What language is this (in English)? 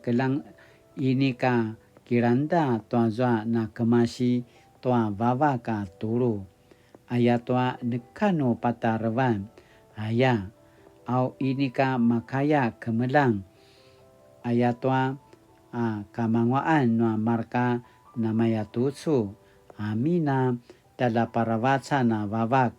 Paiwan